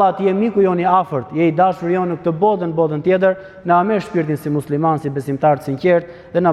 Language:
Albanian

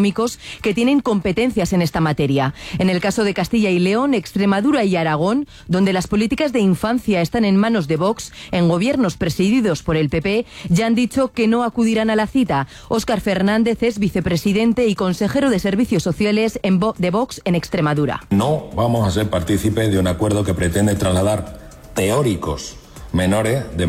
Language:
Spanish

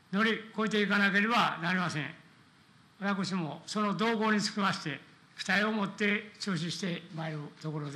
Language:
Japanese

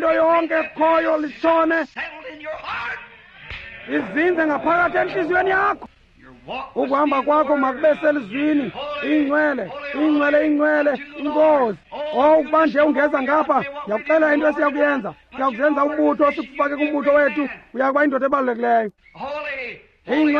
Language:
Xhosa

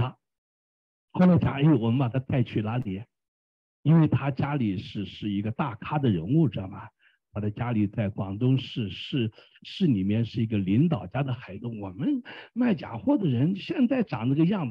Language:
Chinese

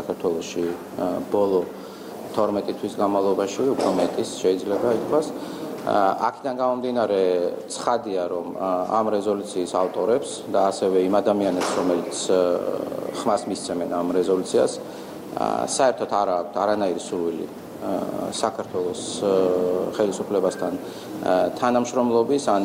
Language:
Georgian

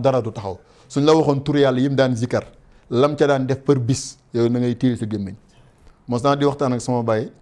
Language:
Wolof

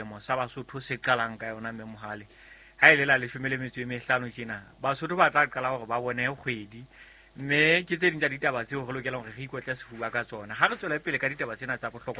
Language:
Southern Sotho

